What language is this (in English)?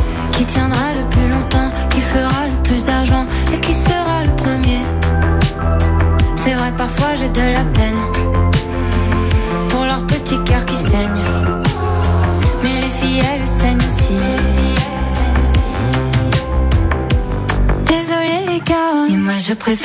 French